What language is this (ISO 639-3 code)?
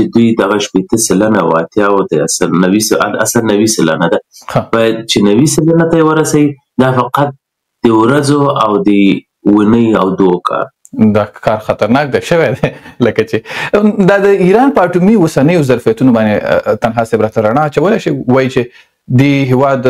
pus